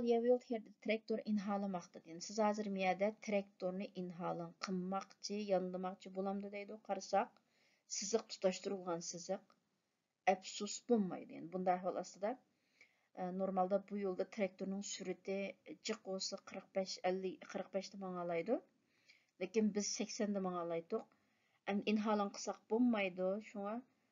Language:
Uyghur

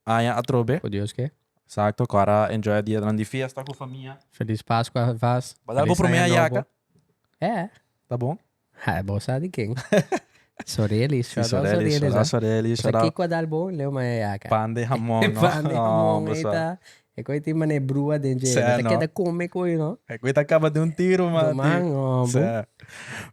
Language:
Papiamento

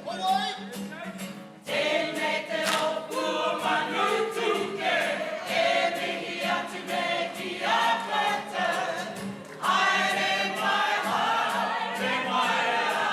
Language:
Māori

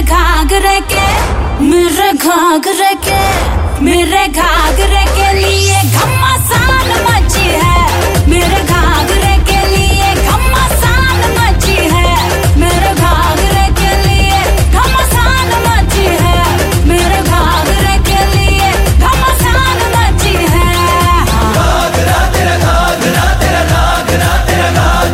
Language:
Hindi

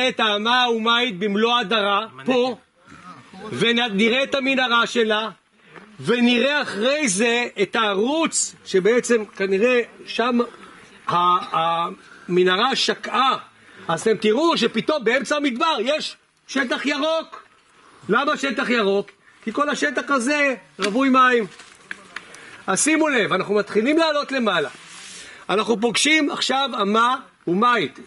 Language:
Hebrew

